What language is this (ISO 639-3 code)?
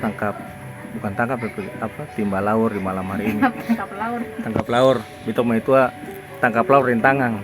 abs